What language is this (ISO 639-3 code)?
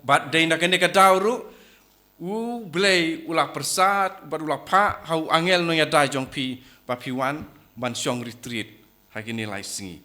kha